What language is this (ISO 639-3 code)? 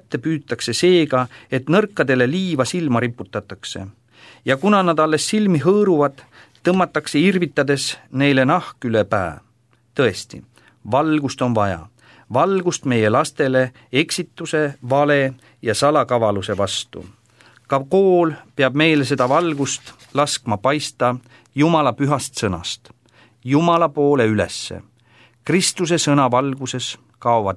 est